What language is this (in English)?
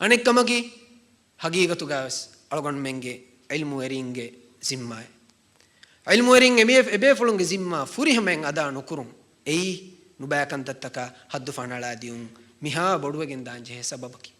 Divehi